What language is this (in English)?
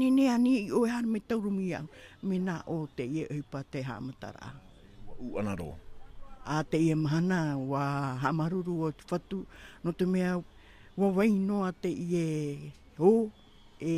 Tahitian